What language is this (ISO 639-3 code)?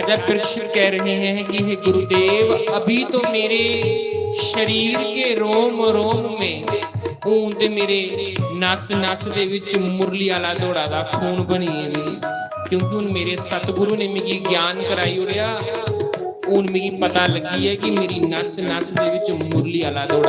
doi